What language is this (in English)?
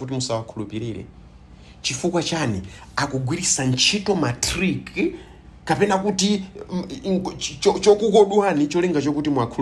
Nyanja